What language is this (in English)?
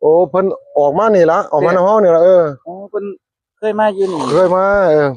Northeastern Thai